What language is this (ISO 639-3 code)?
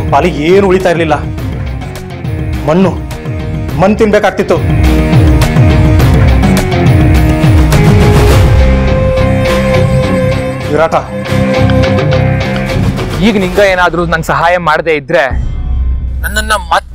kan